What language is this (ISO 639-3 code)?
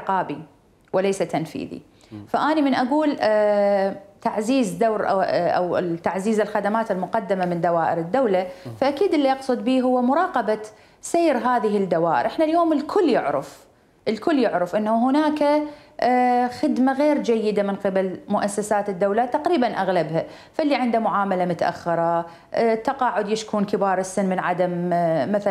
acm